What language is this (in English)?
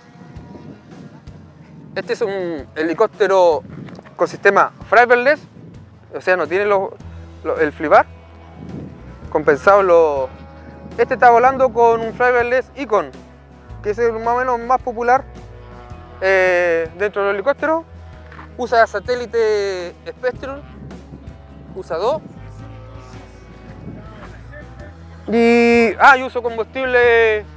Spanish